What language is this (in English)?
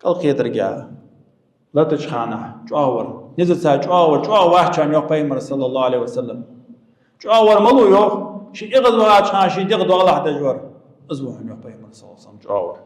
Ingush